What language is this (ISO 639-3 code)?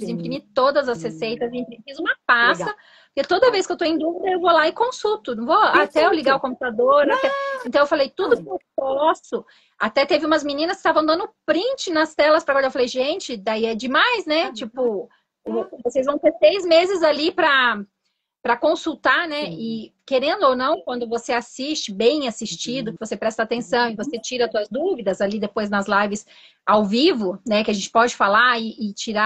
por